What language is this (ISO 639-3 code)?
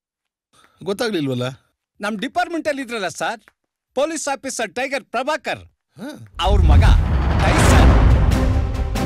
kan